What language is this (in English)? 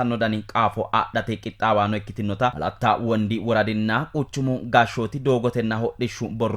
Sidamo